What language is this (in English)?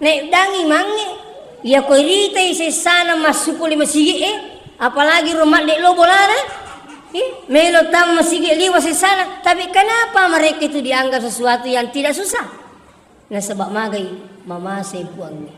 Buginese